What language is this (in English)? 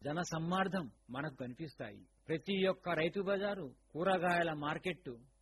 Telugu